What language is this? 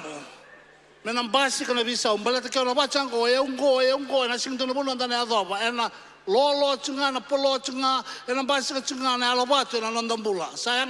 Fijian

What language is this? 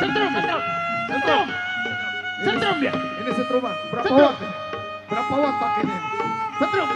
Betawi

